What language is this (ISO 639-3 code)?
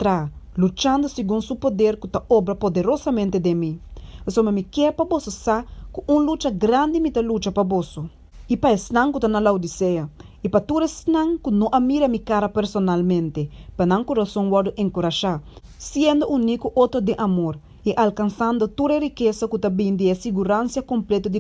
pap